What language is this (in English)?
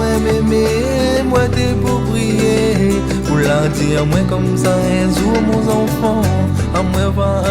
Réunion Creole French